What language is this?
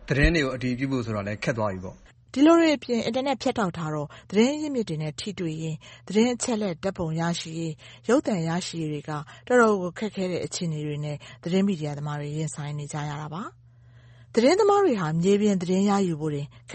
Burmese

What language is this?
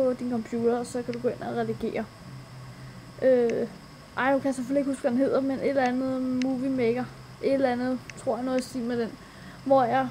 Danish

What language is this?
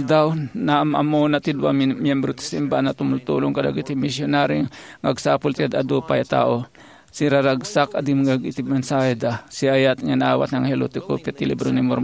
Iloko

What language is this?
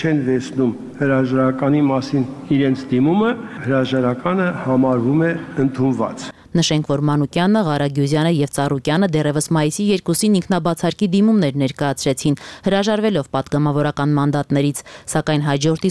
Armenian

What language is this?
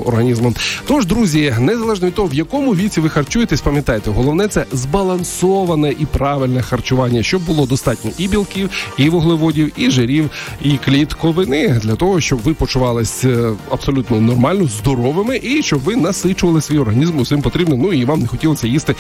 Ukrainian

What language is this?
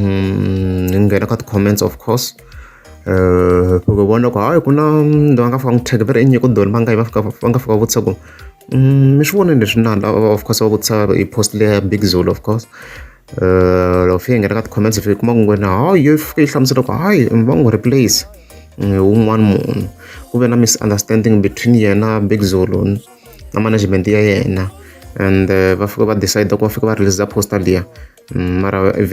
Tsonga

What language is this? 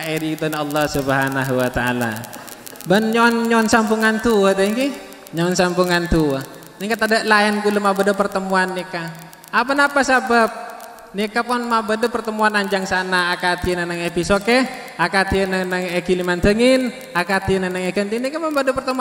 Madurese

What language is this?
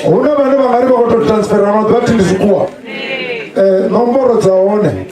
Venda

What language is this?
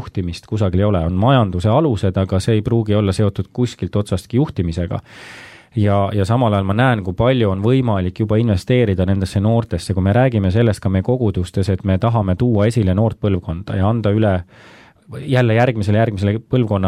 Estonian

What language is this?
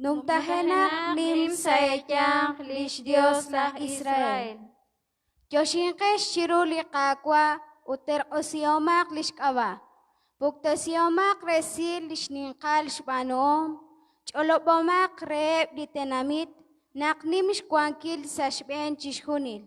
Kekchí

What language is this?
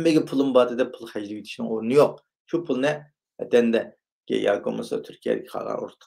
Uyghur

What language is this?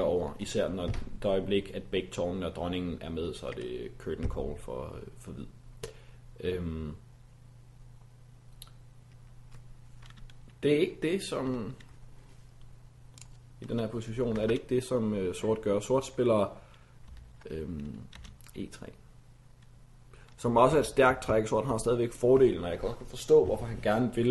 Danish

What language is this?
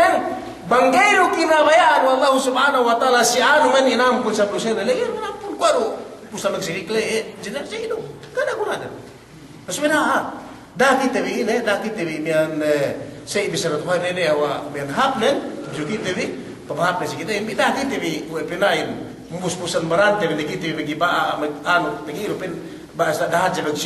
Yakan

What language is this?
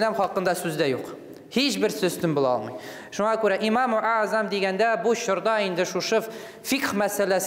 Tatar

